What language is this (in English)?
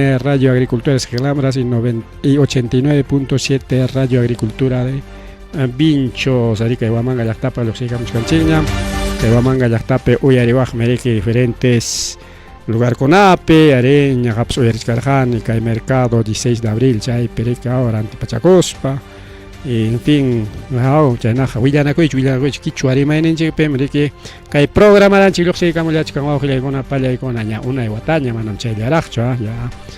Ayacucho Quechua